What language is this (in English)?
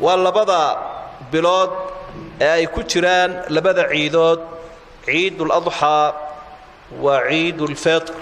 Somali